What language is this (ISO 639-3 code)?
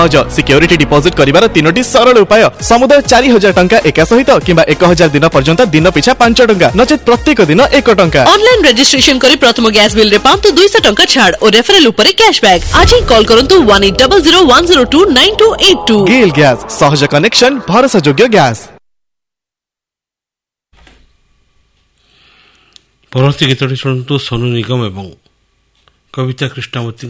ori